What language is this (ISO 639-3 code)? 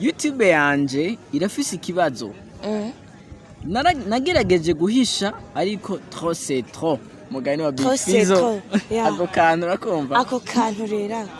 run